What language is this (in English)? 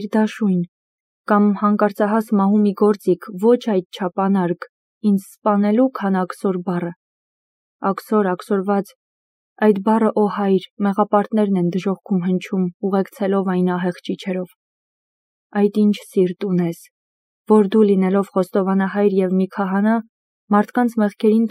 Armenian